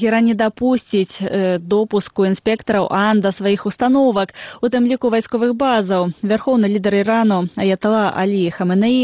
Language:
Belarusian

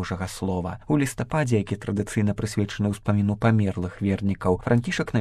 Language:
Belarusian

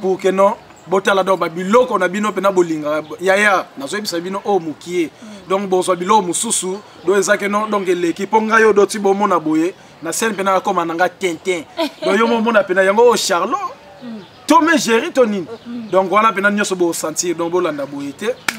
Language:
Lingala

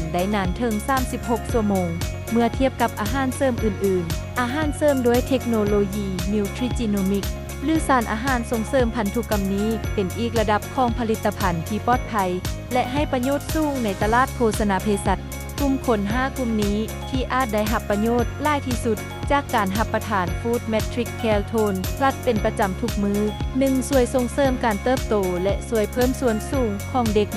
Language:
Lao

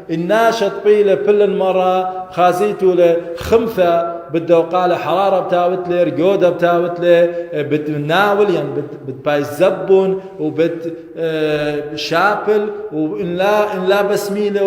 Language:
Assyrian Neo-Aramaic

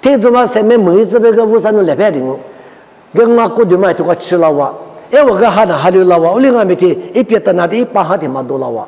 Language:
Lisu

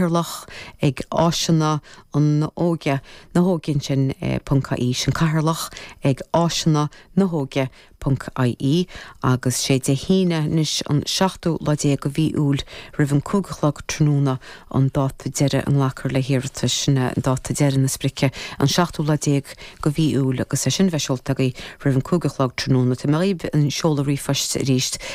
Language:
Irish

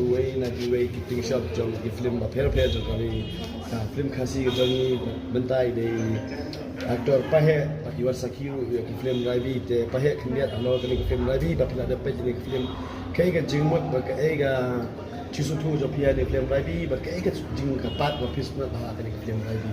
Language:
Khasi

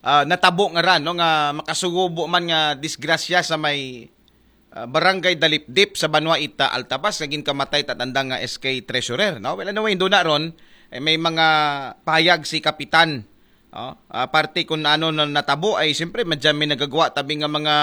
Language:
Aklanon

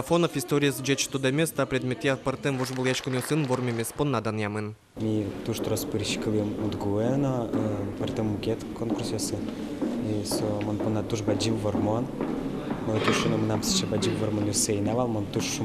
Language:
Udmurt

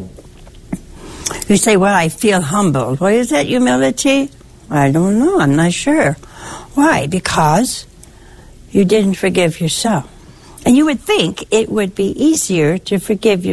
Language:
English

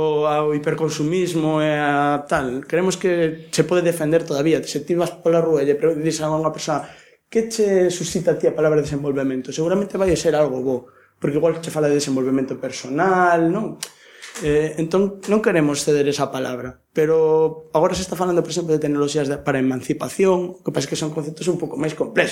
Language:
Galician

